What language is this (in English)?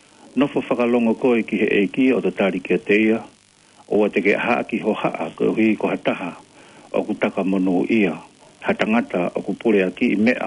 Tongan